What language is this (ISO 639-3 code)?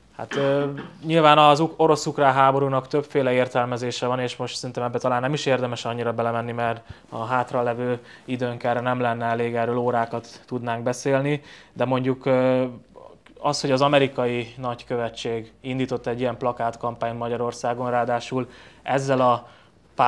hun